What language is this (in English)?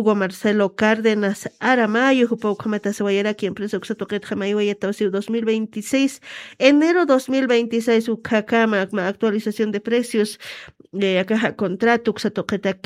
Aymara